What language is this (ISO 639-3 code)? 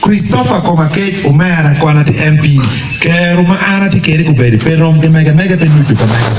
ach